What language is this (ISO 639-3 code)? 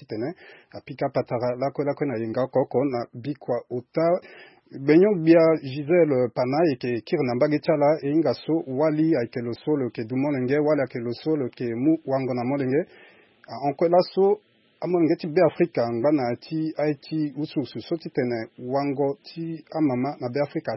sag